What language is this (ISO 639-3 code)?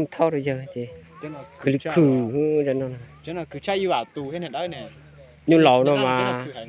hmn